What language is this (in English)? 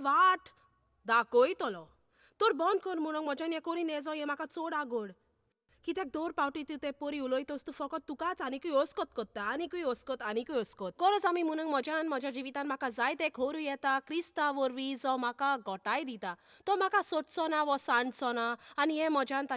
Konkani